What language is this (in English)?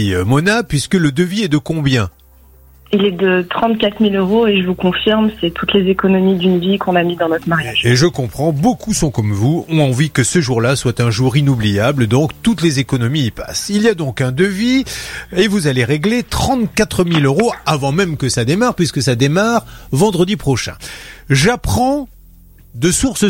French